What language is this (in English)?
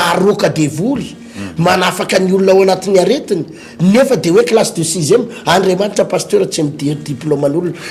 Malagasy